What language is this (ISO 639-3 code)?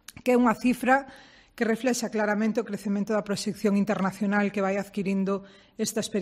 glg